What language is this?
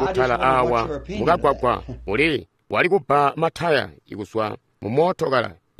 Tonga (Zambia)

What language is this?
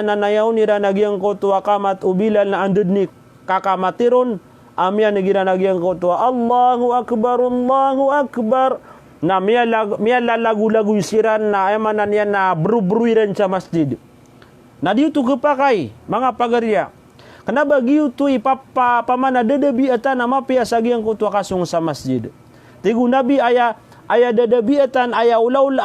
Maranao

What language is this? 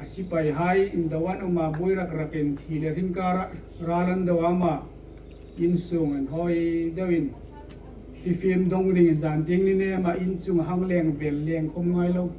Hmar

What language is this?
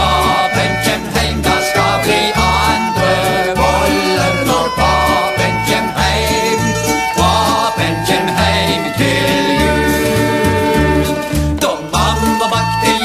Norwegian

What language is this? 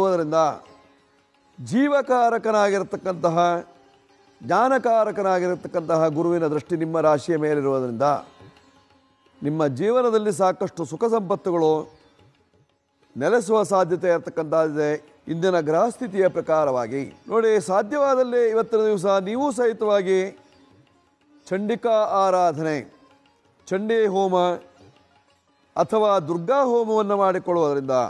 Kannada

